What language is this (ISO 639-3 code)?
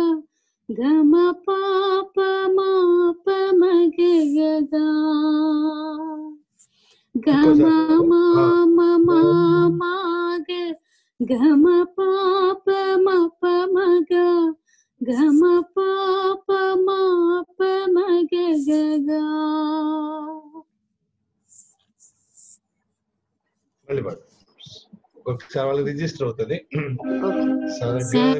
tel